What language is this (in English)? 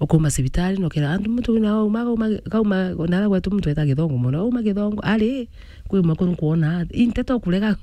Meru